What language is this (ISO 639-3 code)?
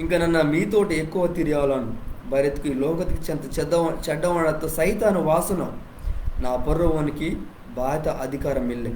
kff